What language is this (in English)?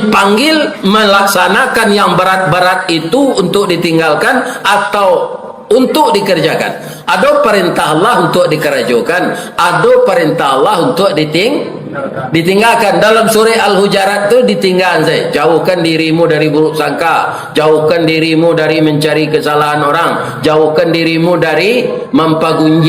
Minangkabau